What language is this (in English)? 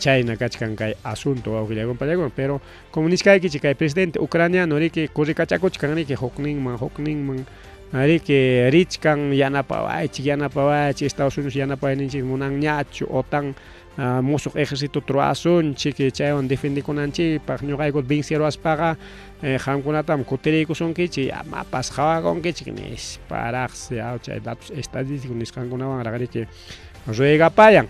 Ayacucho Quechua